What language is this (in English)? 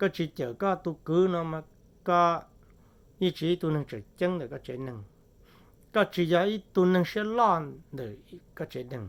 Hmong